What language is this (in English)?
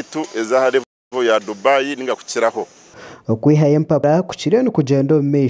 Nyankole